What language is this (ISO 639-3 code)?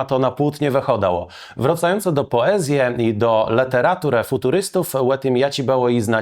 csb